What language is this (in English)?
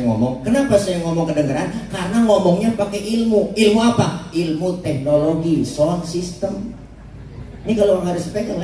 Betawi